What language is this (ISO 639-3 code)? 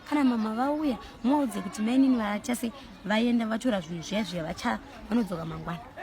sna